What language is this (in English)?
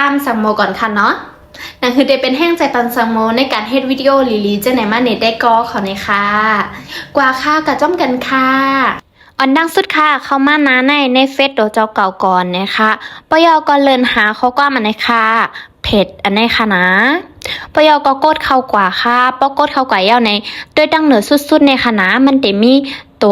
Shan